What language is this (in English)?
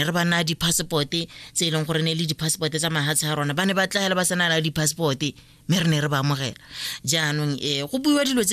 Tswana